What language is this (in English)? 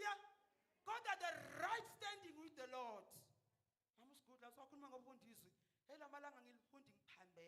Zulu